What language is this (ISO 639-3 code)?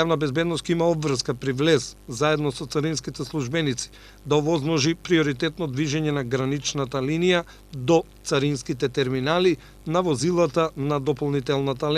mkd